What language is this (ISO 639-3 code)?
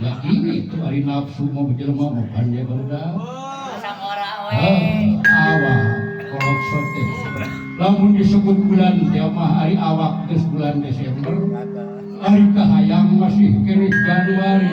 sun